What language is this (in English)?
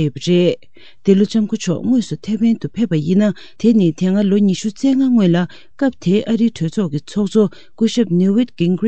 Tibetan